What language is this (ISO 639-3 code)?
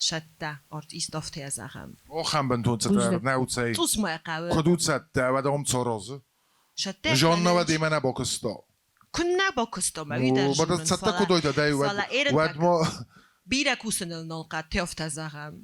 oss